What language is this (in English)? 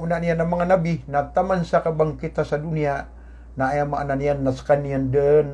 Maranao